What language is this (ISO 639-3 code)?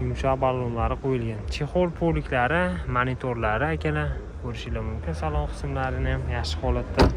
uzb